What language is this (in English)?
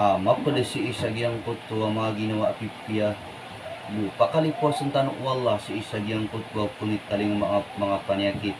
Maranao